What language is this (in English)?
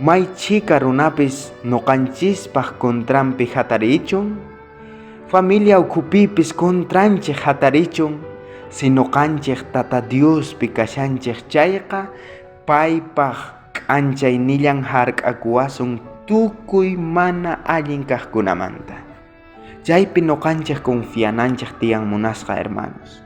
South Bolivian Quechua